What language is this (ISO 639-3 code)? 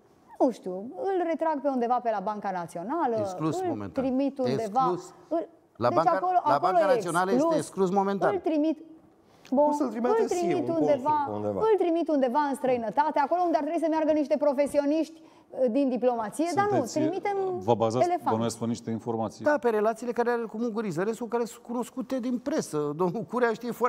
ron